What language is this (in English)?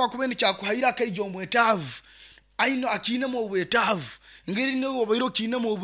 Nyoro